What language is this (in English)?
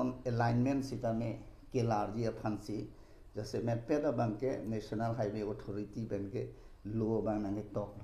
Karbi